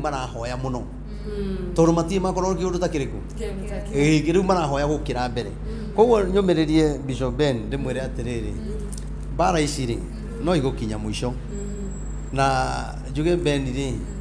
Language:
Kikuyu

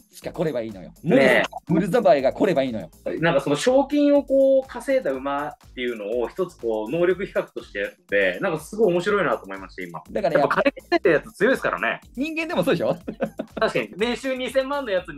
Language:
Japanese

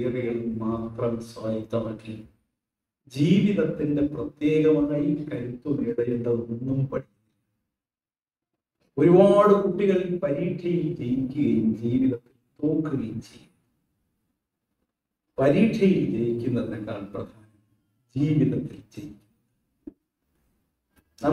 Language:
Malayalam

